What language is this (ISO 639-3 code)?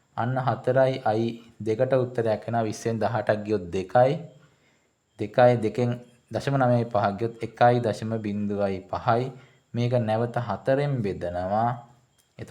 sin